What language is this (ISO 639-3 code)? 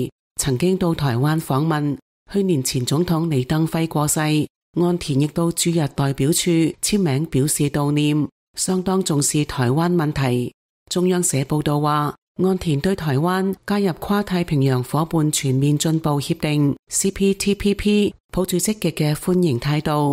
yue